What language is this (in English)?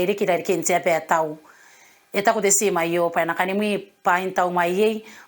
Gilbertese